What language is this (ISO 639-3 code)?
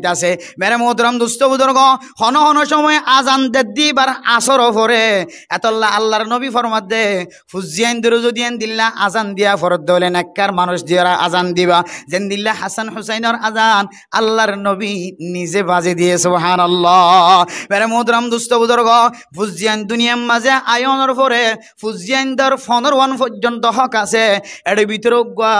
rhg